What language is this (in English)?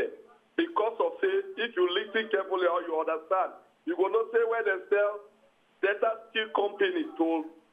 Nigerian Pidgin